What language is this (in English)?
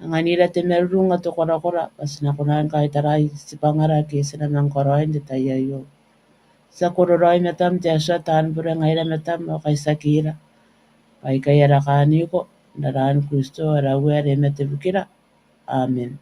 Gilbertese